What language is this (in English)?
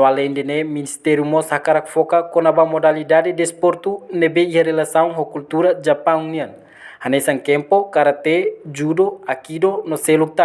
Tetum